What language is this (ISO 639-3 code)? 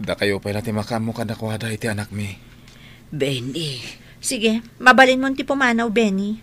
ilo